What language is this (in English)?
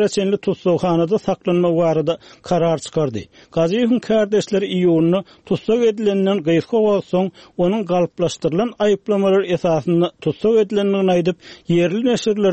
Turkmen